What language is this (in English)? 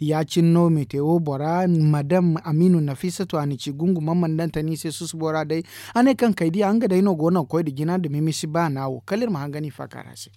Zarma